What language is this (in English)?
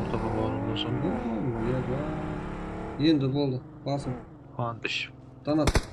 Kara-Kalpak